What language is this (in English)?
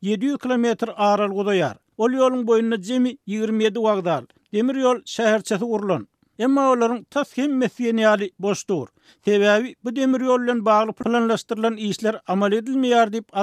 Turkmen